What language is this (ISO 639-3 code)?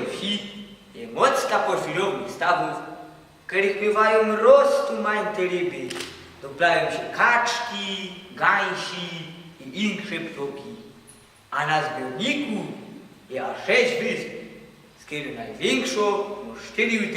szl